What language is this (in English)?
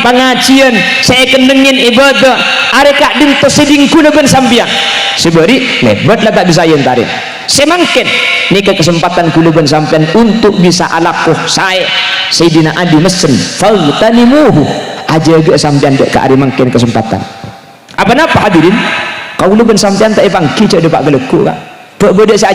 Madurese